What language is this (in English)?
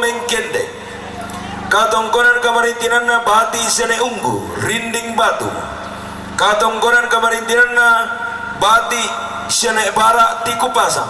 Toraja-Sa'dan